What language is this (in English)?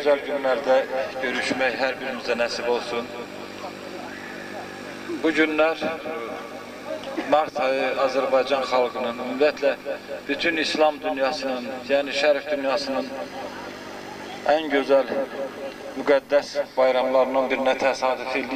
Azerbaijani